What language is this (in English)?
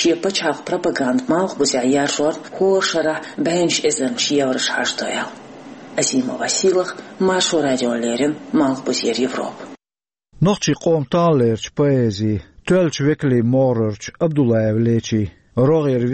Chechen